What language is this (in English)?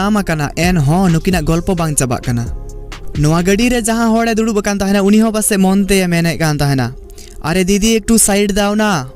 Santali